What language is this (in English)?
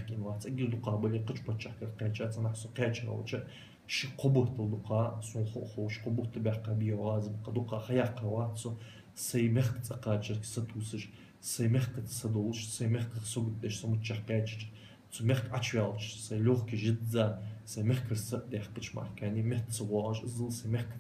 Ingush